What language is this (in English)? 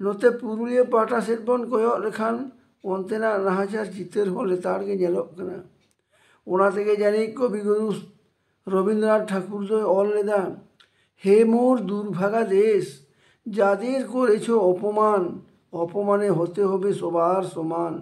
Santali